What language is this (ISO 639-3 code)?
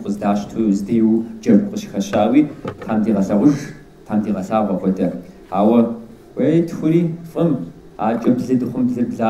kbd